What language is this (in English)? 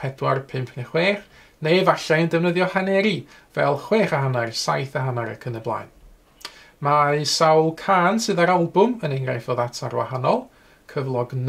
Welsh